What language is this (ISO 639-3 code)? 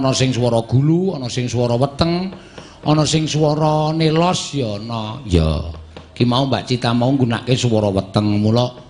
jav